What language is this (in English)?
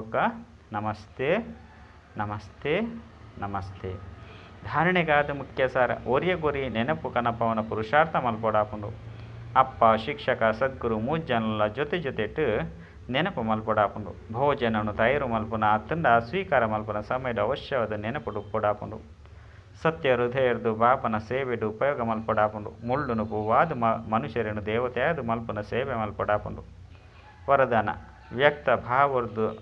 Tulu